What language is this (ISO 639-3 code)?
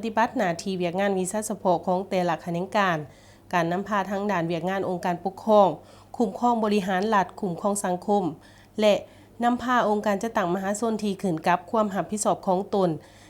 lao